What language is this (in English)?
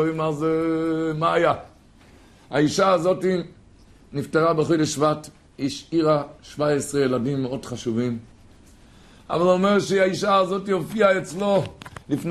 Hebrew